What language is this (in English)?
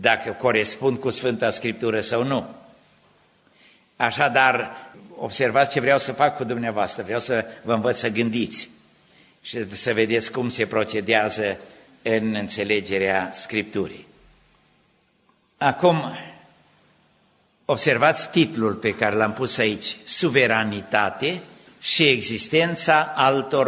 Romanian